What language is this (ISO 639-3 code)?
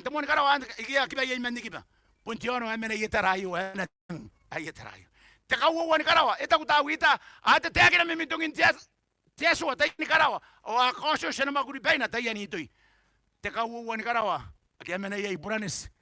gil